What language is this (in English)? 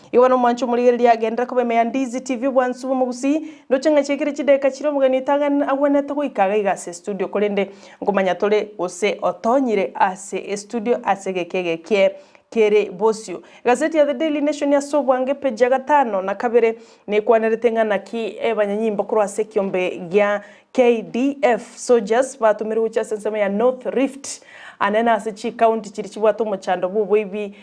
Gusii